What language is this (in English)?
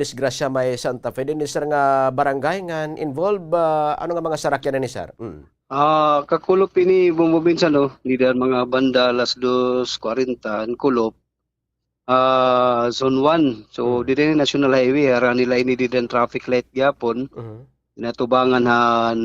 Waray